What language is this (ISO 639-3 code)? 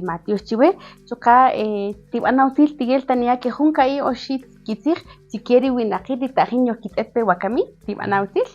cak